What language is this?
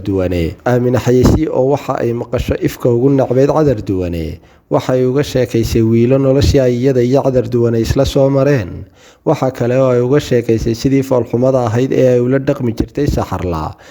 Somali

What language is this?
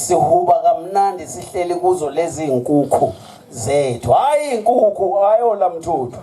Zulu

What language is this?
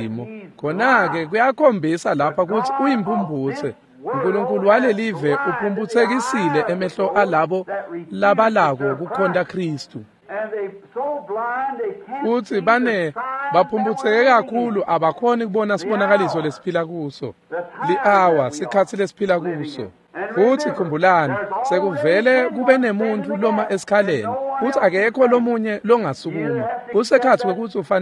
Swati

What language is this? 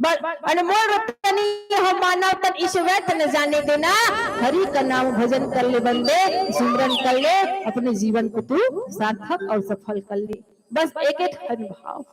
Chhattisgarhi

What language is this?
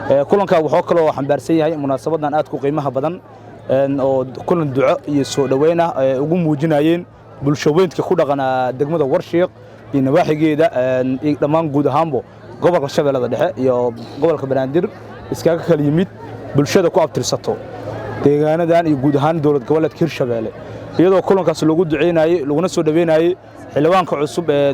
Somali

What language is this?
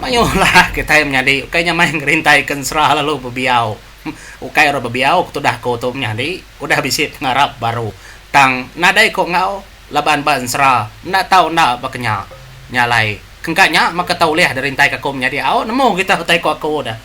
Iban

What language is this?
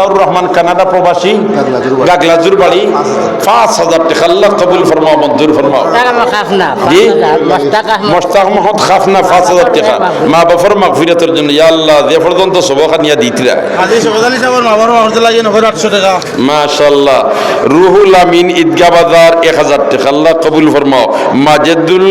Sylheti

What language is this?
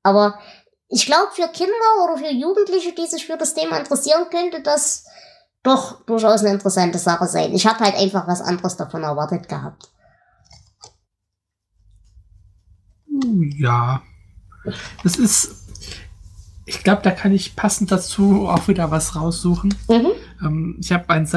German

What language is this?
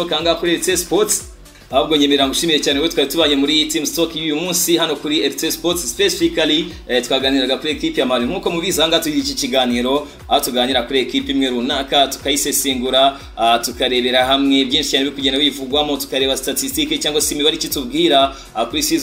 Kinyarwanda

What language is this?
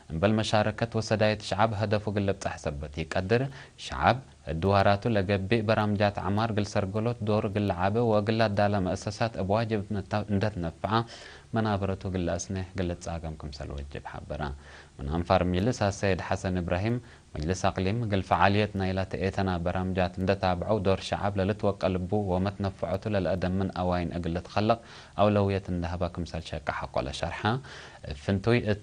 Tigre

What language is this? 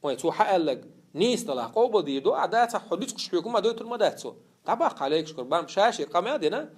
Chechen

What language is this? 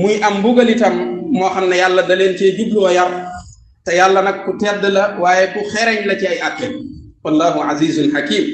Wolof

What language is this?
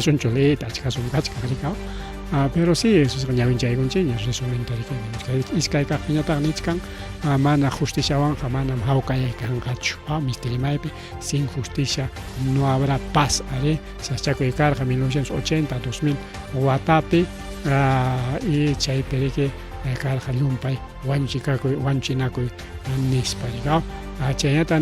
Ayacucho Quechua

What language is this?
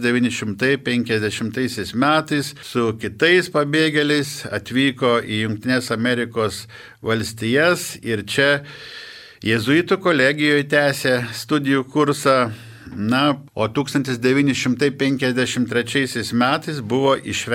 Lithuanian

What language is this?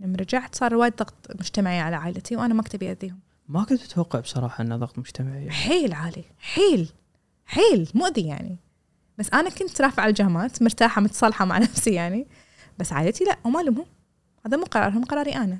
Gulf Arabic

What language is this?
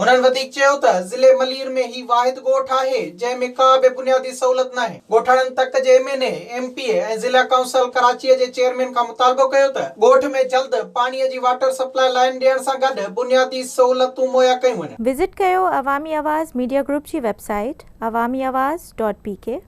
Sindhi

